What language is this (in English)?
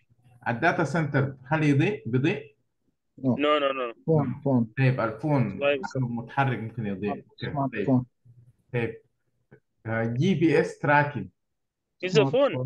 Arabic